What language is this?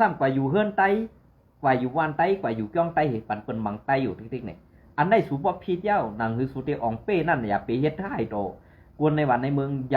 Shan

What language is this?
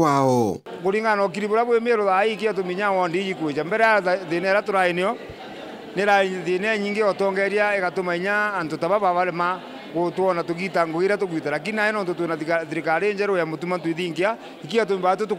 Meru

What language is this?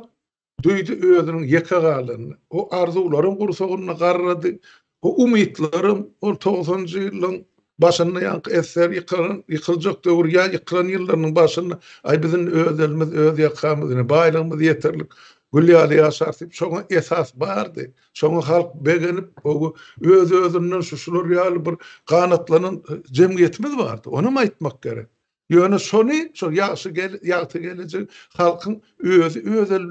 Turkmen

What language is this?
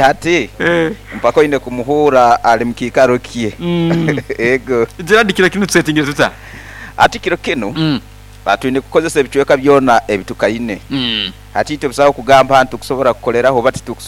Nyoro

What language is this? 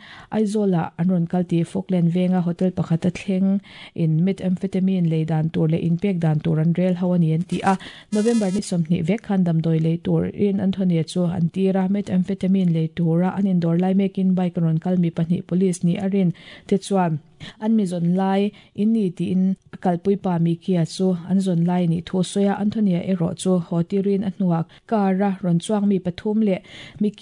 Mizo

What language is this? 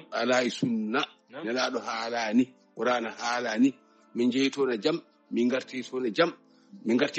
Fula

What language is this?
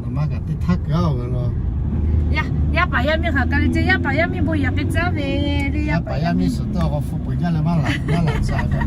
Lahu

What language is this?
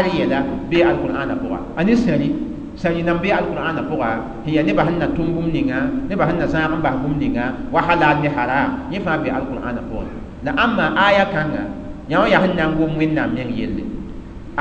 Mossi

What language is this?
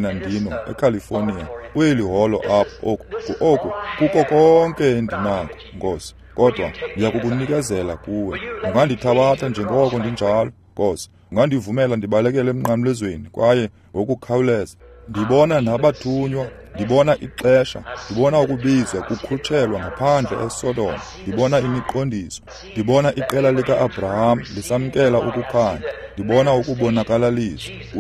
Xhosa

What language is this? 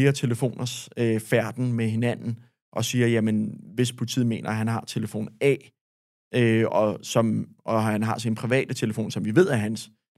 Danish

